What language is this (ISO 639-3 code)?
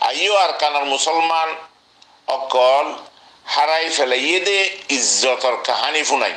rhg